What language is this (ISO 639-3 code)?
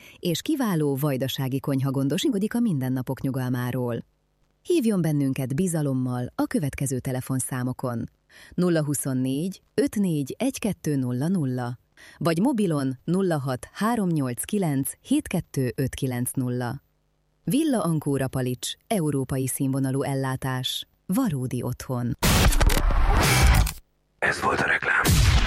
hun